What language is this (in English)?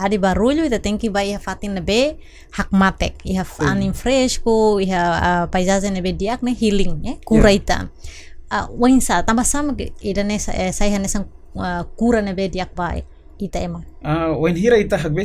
Tetum